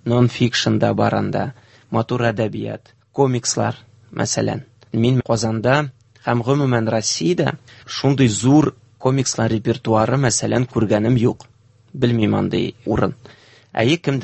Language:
Tatar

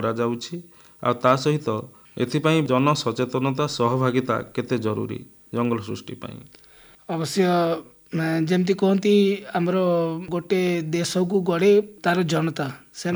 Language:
Odia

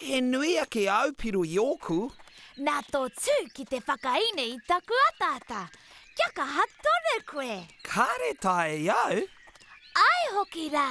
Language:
Māori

